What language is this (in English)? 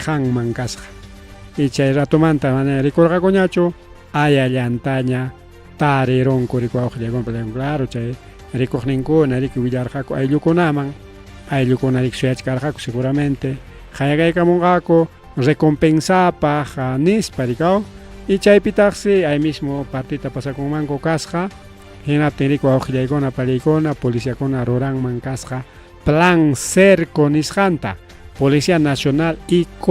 Ayacucho Quechua